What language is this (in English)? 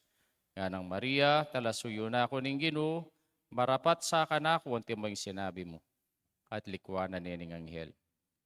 Pampanga